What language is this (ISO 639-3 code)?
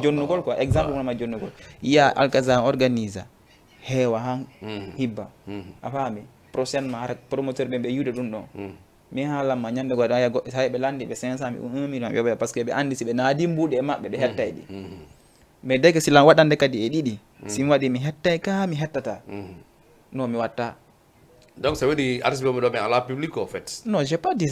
ful